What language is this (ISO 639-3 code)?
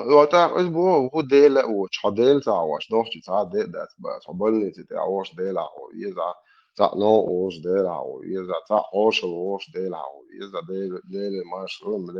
che